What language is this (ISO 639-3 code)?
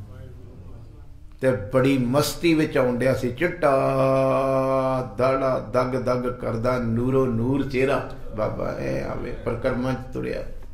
pan